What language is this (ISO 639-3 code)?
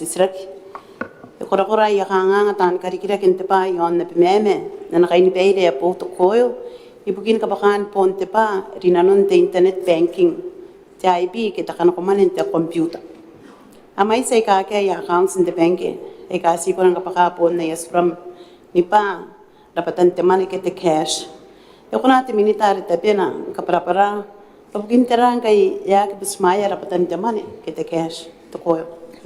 gil